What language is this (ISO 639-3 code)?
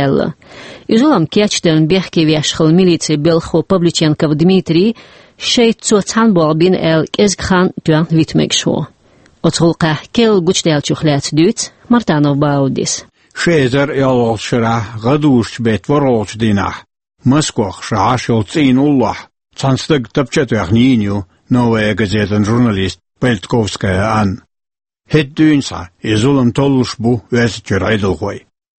che